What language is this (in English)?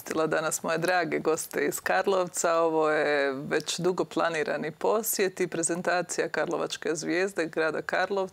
Croatian